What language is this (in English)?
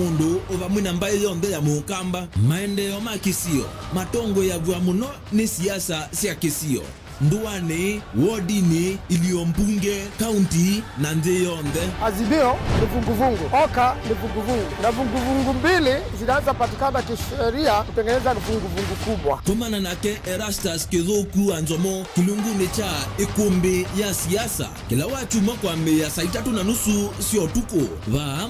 Kamba